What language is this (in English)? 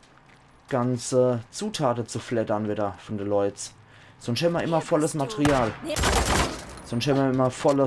Palatine German